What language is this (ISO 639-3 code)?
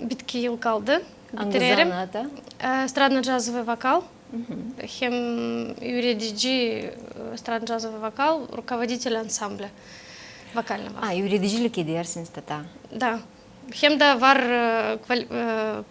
gag